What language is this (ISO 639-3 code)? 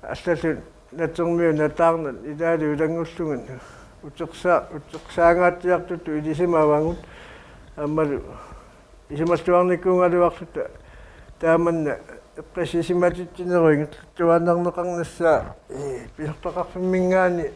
kal